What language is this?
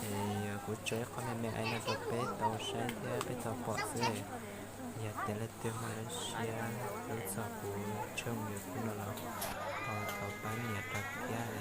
Hmong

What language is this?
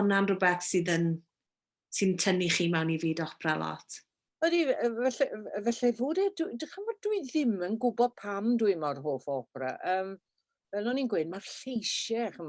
Welsh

